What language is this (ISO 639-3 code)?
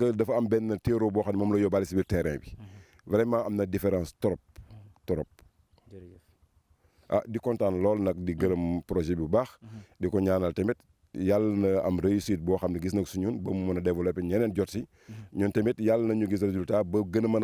wol